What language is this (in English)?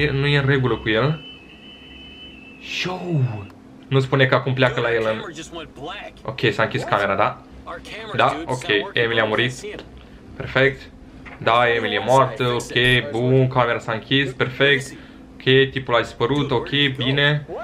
Romanian